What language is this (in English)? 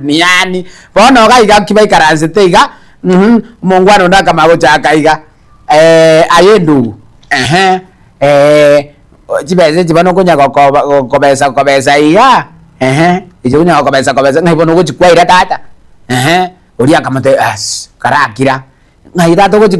Gusii